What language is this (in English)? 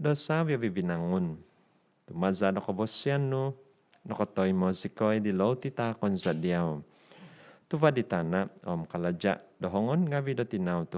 Central Dusun